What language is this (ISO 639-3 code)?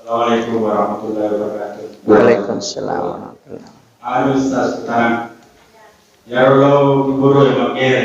bug